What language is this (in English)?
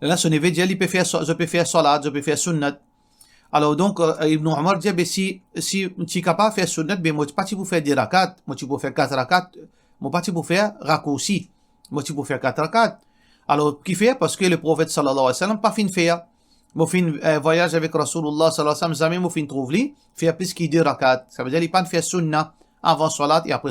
Morisyen